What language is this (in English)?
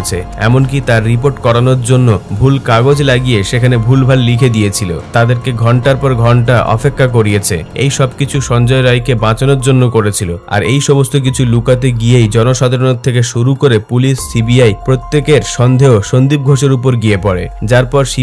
Bangla